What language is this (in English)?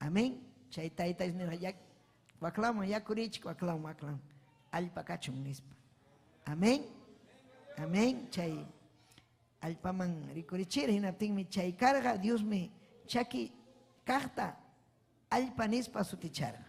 Ayacucho Quechua